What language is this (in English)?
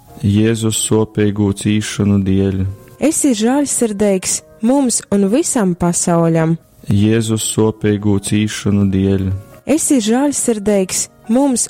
Latgalian